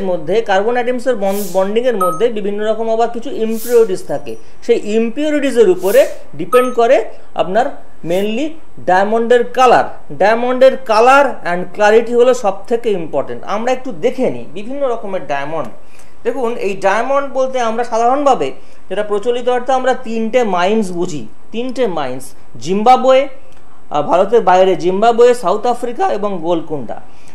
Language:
Bangla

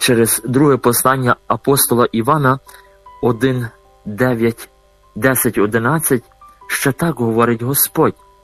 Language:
Ukrainian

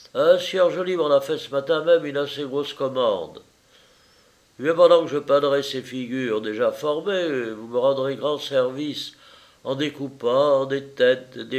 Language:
French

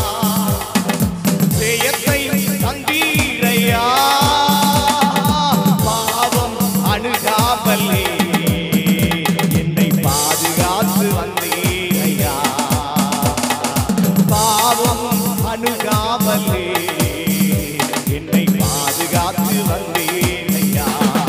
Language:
Tamil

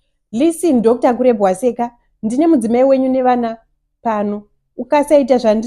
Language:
Shona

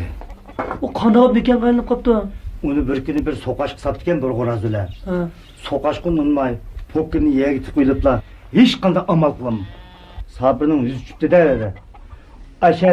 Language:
Uyghur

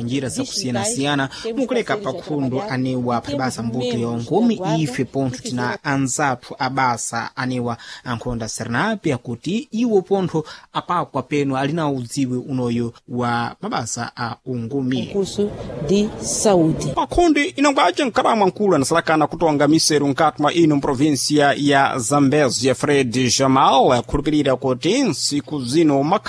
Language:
Sena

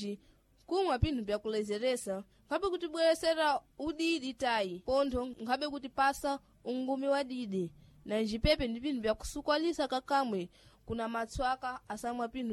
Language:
Sena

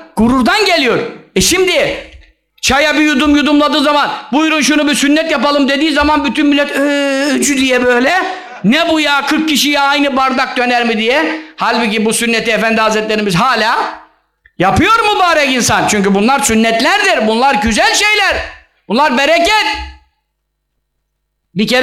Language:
Turkish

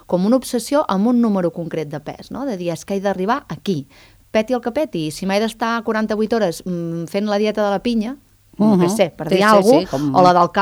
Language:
Catalan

